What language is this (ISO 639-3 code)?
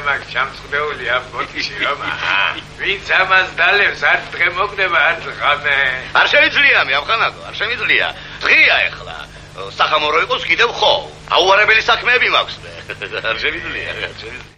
kat